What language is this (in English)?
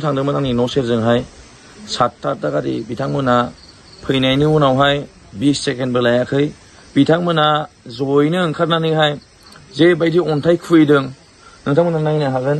Bodo